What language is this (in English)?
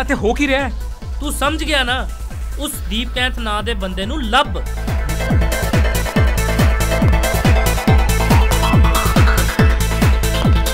Punjabi